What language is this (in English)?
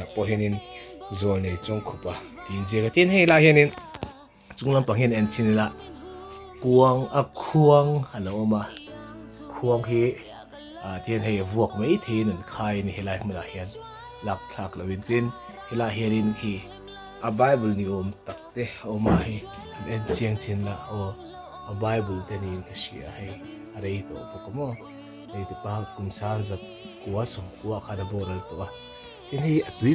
Mizo